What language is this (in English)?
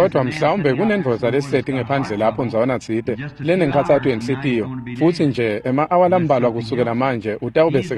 Swati